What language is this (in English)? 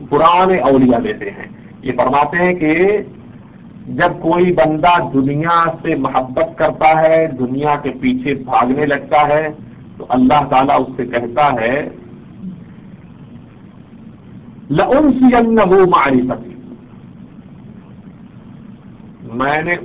Urdu